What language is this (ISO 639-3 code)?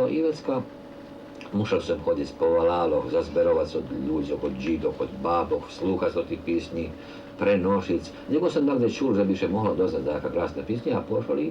rue